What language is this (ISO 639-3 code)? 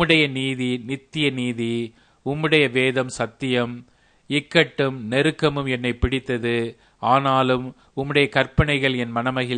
tam